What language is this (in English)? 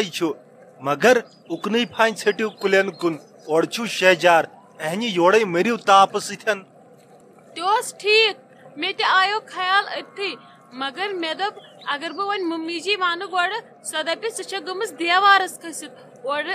Kashmiri